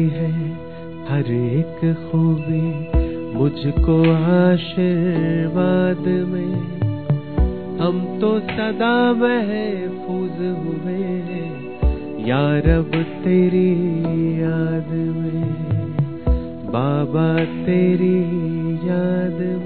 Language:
Hindi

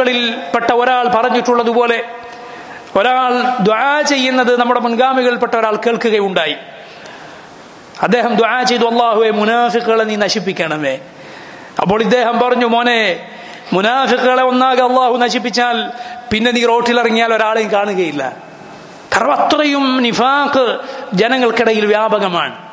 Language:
Malayalam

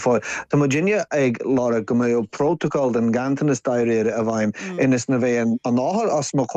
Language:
Irish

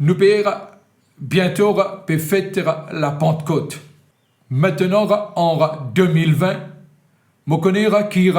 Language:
Morisyen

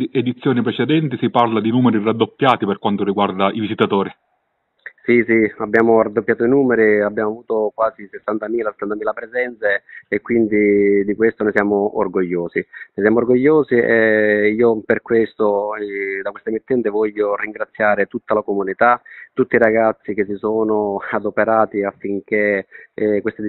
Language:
Italian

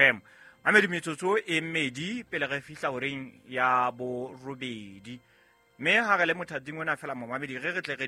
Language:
Southern Sotho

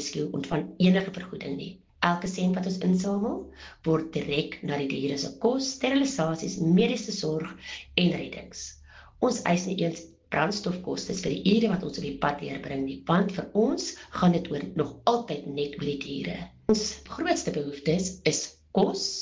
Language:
Afrikaans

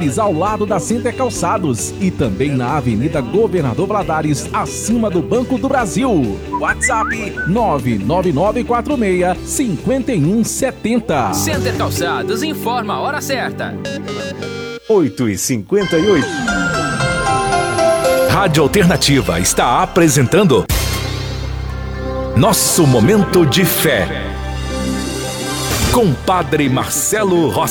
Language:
Portuguese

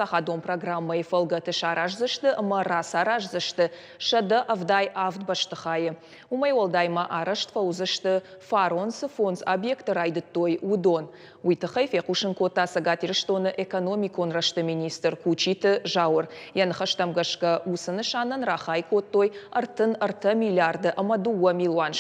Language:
Ossetic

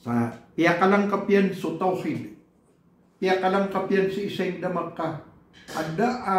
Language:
Maranao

